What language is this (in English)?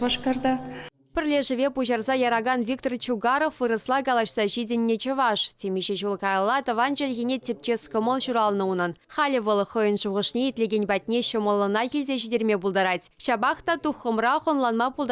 Chuvash